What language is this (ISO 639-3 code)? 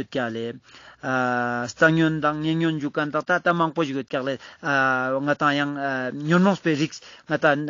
lbj